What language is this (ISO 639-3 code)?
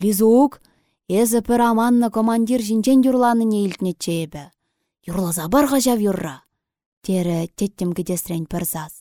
chv